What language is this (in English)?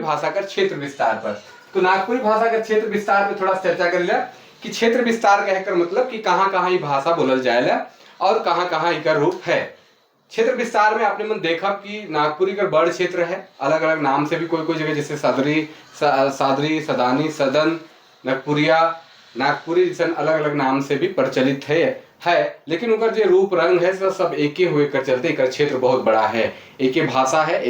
Sadri